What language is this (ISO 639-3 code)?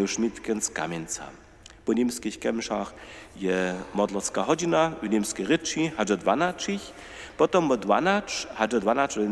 hsb